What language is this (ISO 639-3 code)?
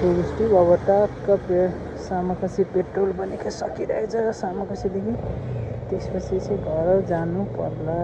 nep